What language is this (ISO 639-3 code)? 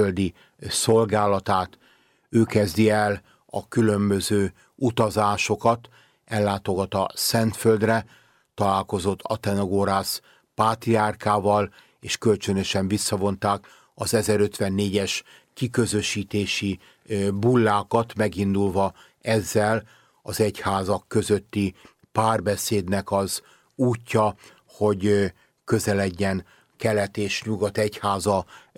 hun